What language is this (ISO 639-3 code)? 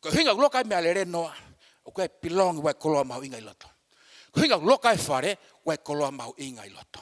ton